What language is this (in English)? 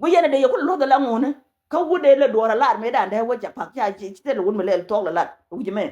Nuer